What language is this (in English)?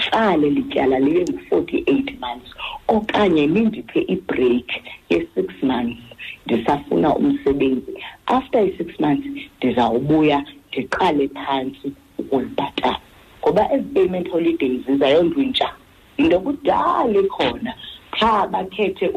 Xhosa